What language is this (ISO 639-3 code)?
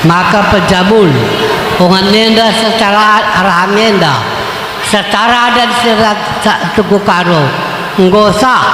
btx